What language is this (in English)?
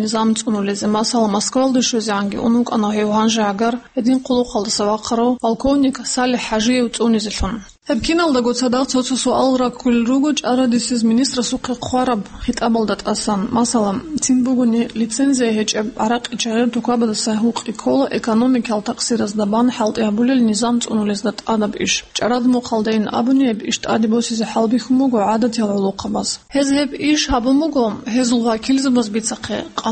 Avaric